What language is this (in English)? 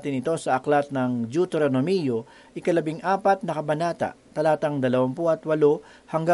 Filipino